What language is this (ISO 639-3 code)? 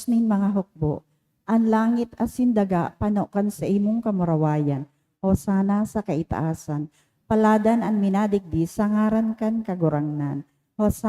bik